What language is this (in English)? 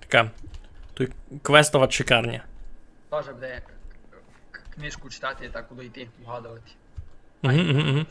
Rusyn